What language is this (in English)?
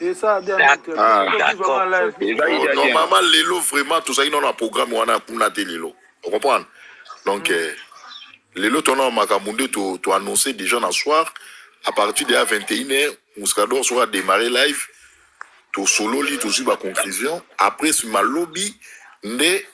Lingala